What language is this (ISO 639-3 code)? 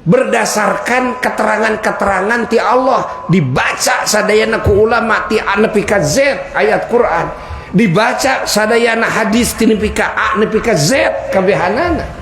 sun